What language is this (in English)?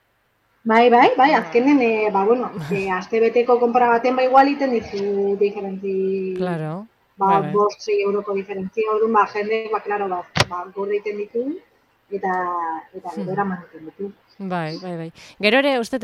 Basque